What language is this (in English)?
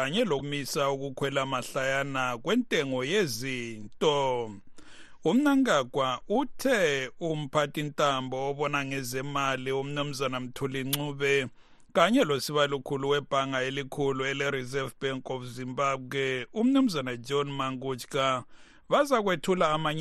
North Ndebele